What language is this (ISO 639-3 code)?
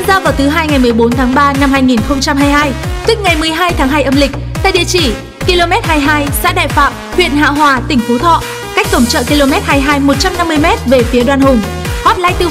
vie